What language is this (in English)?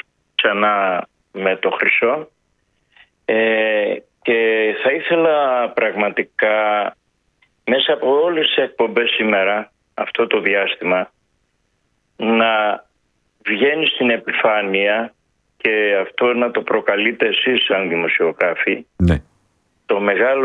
Greek